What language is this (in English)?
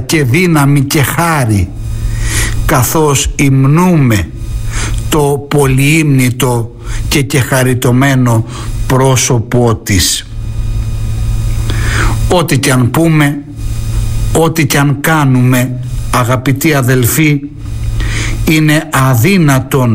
Greek